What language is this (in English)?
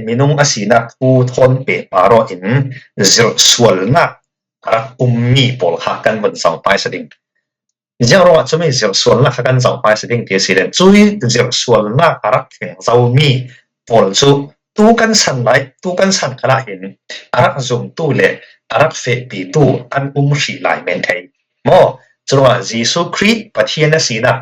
Falam Chin